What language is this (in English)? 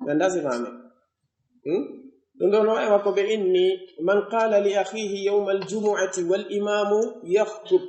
Pular